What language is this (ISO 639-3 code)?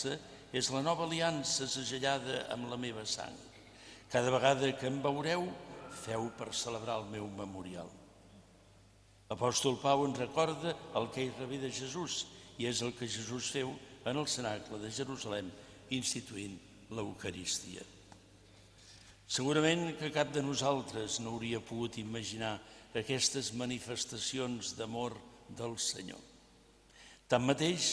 cat